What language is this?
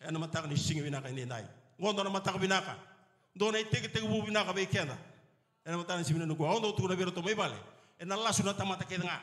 Fijian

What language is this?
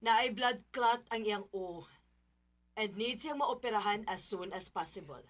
Cebuano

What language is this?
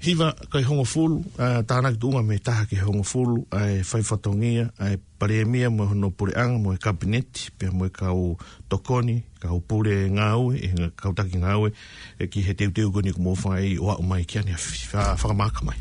Tongan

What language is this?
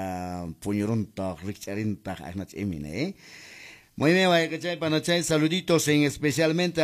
Quechua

